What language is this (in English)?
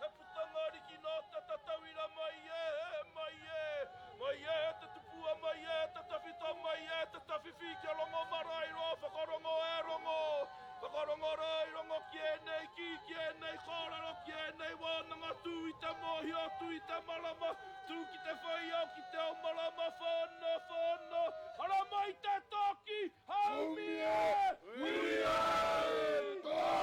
Māori